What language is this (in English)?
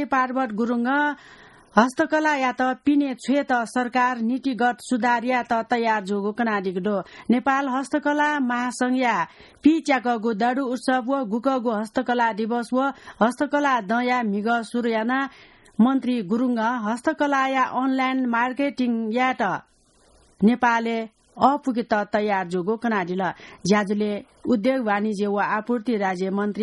Newari